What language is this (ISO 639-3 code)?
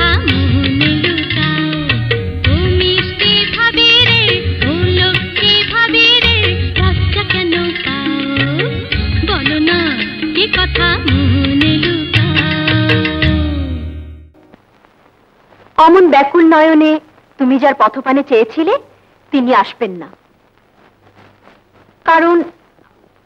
ben